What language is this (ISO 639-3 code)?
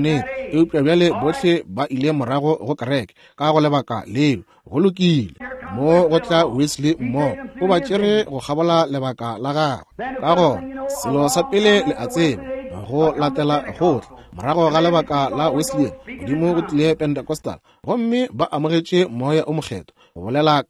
nso